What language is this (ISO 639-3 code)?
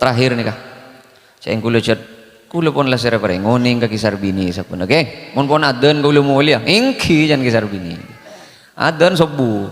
mad